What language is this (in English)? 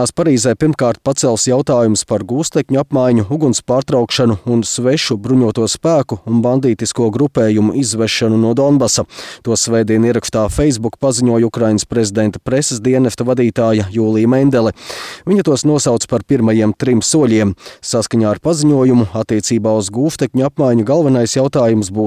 Latvian